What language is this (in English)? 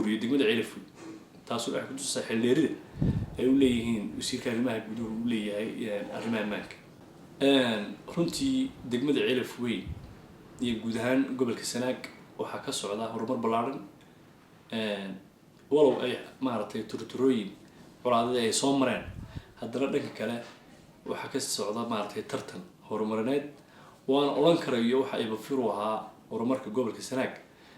Somali